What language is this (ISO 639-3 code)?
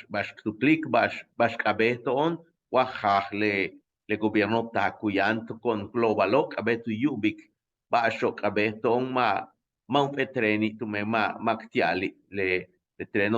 yua